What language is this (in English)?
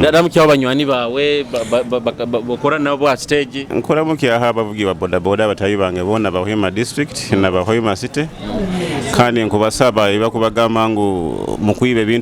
Nyoro